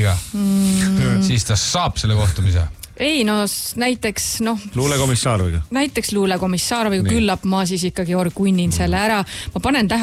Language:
Estonian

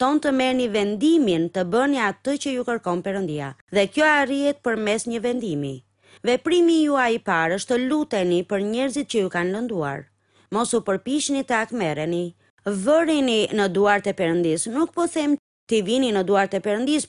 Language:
Albanian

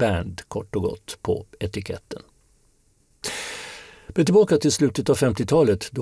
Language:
Swedish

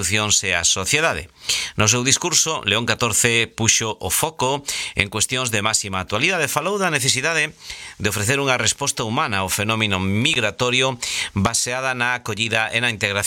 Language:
Galician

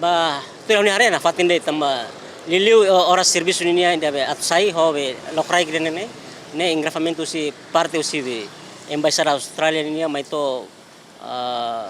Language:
Tetum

